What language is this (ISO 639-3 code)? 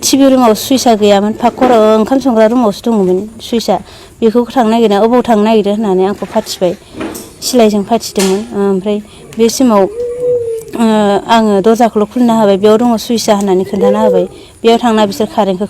brx